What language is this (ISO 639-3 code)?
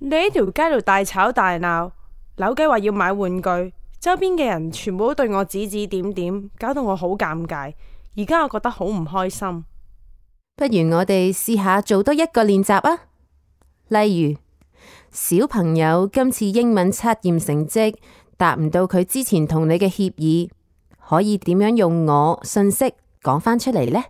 yue